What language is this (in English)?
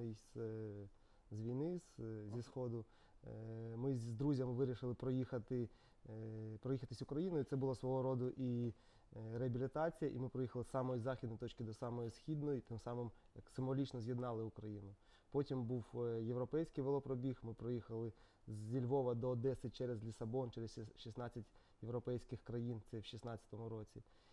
Ukrainian